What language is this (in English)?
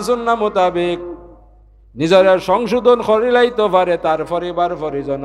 Sylheti